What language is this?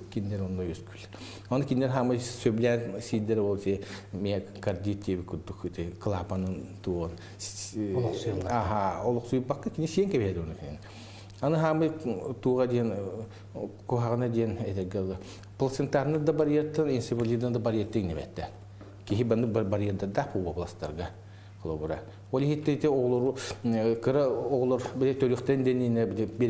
Yakut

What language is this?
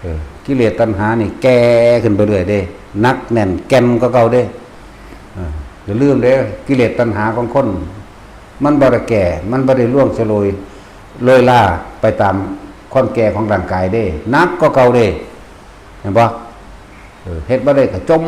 Northeastern Thai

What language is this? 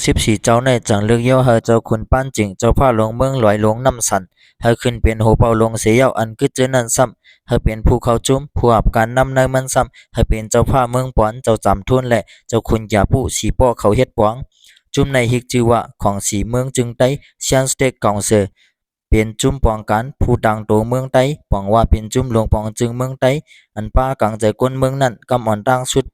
Shan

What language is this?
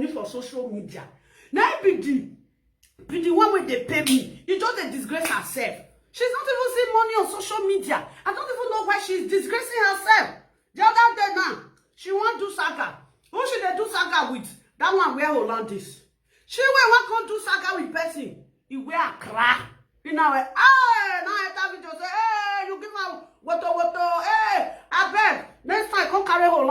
Nigerian Pidgin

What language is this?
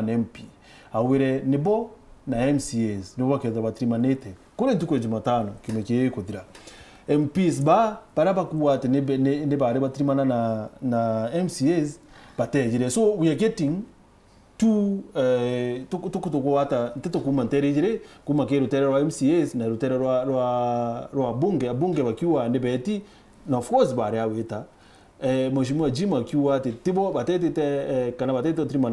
Meru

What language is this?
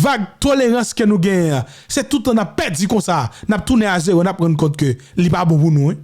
Haitian Creole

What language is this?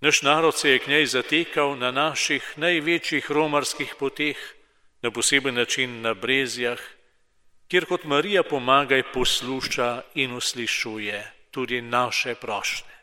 Slovenian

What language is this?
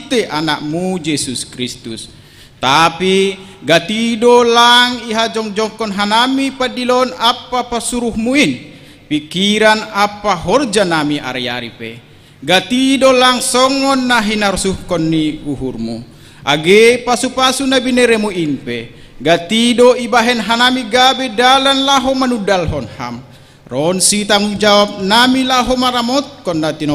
Batak Simalungun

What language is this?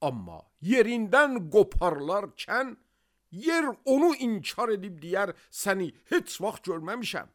Azerbaijani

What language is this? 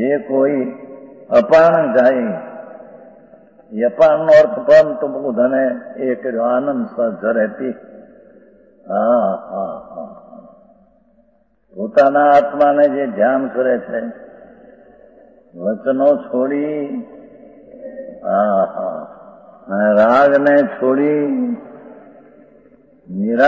Gujarati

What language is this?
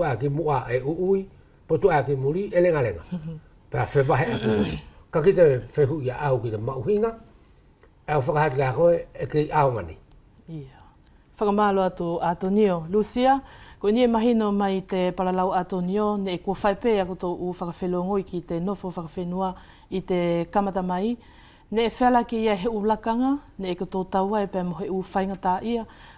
Wallisian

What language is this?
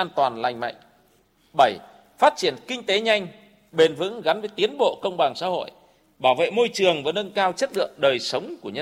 Vietnamese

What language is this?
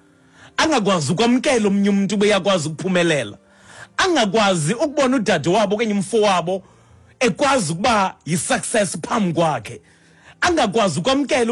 Xhosa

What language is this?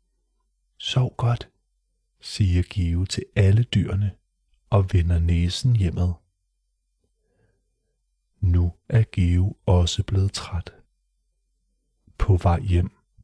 Danish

